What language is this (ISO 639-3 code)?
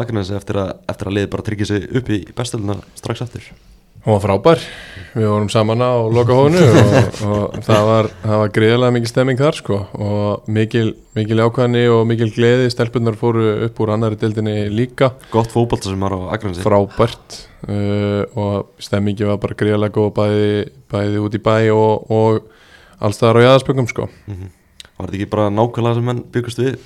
isl